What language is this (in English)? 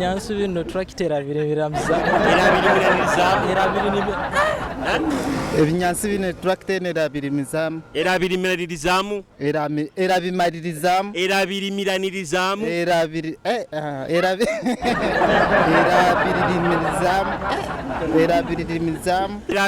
Nyoro